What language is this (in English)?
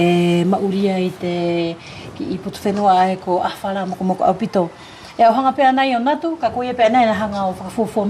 Wallisian